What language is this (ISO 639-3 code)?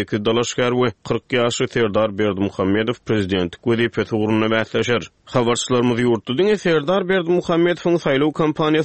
tuk